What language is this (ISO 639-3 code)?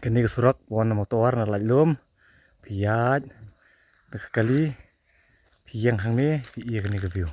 kha